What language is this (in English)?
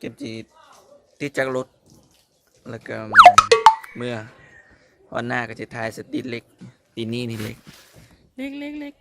Lao